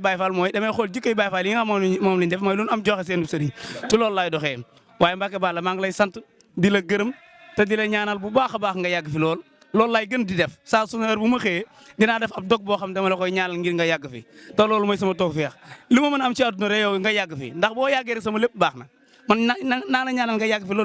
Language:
Wolof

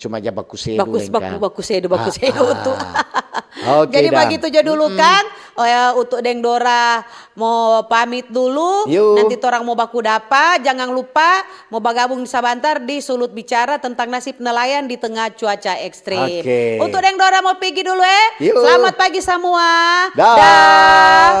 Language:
Manado Malay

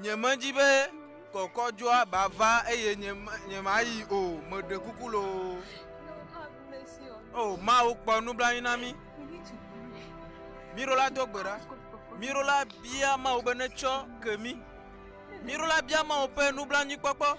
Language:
Ewe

